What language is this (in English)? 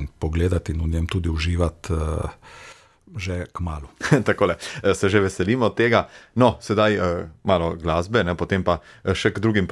Slovenian